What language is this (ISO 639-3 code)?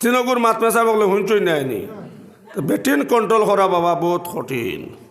syl